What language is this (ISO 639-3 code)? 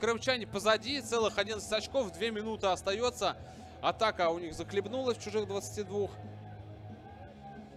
rus